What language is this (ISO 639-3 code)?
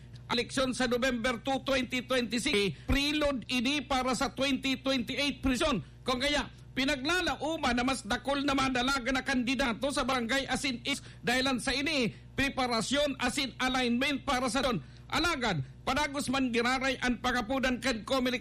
bik